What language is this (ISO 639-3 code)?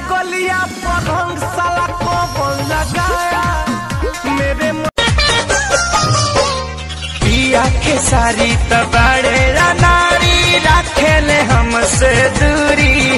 bho